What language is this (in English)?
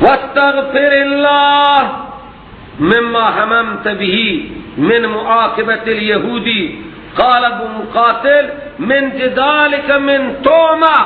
Persian